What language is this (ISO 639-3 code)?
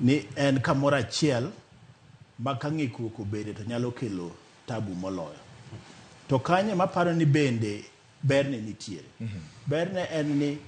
luo